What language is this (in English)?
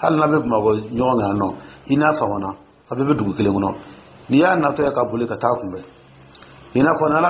Dyula